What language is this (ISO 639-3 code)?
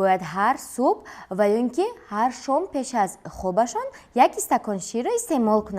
tgk